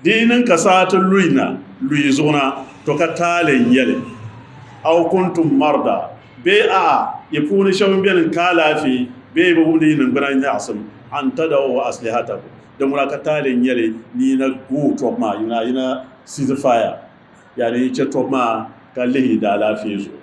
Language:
Dagbani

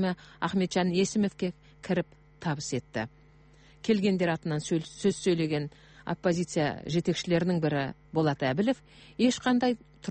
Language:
Kazakh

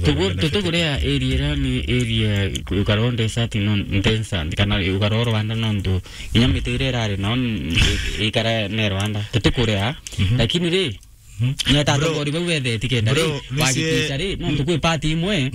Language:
Meru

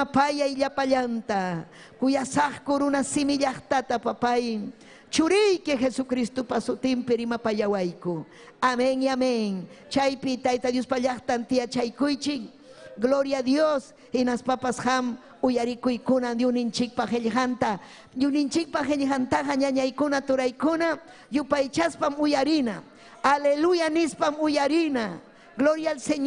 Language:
Ayacucho Quechua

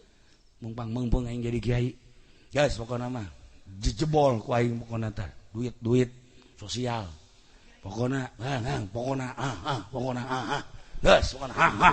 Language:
Sundanese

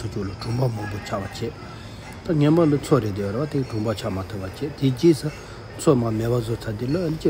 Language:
Tibetan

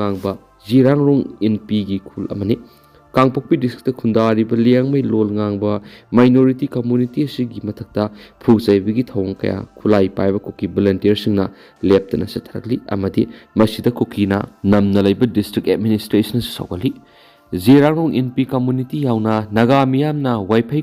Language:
Manipuri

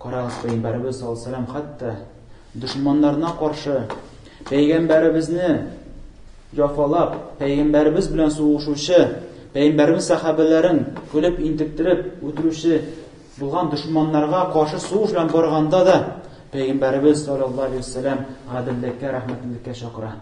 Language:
Tatar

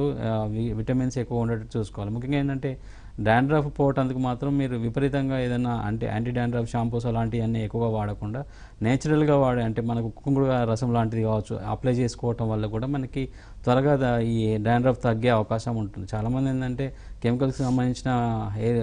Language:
Telugu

